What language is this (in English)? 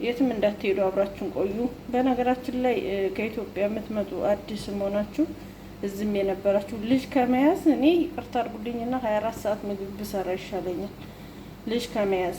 Amharic